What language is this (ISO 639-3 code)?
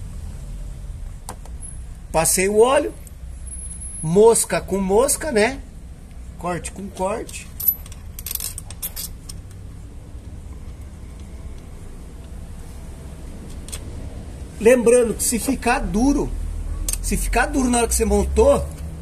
por